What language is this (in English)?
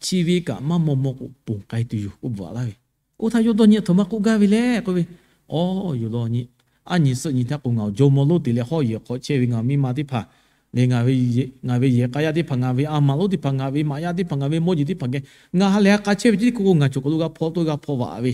Lahu